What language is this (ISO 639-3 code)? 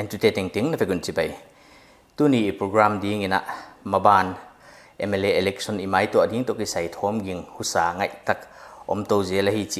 pck